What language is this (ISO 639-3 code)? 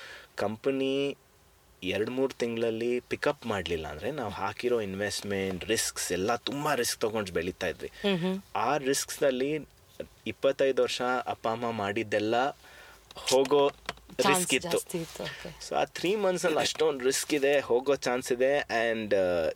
kan